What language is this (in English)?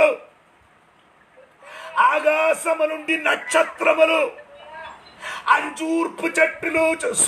Telugu